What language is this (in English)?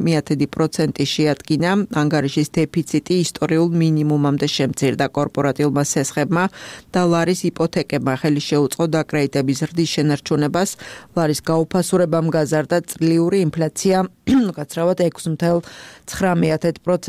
Georgian